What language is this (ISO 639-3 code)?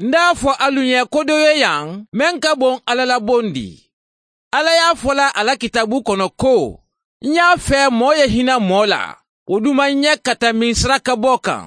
man